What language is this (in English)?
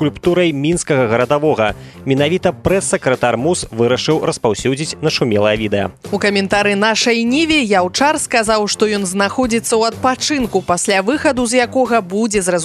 Belarusian